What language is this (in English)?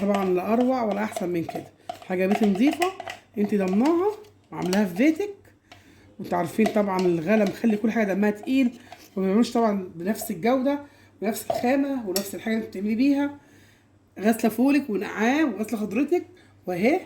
Egyptian Arabic